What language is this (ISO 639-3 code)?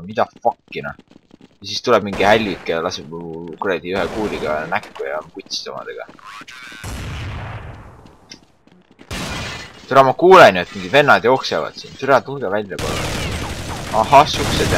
est